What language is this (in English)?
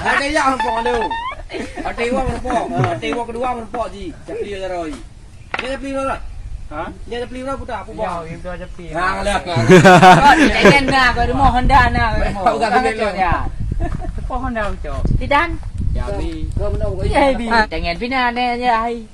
Achinese